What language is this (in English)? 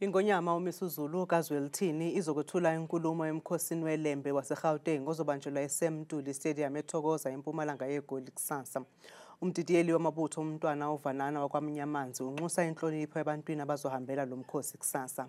Zulu